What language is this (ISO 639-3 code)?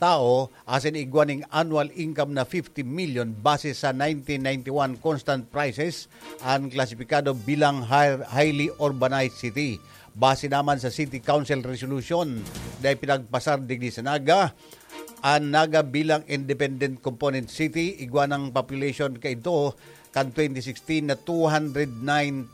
bik